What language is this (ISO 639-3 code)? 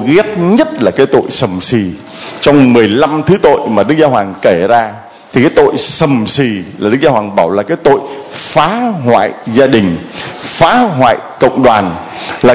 vie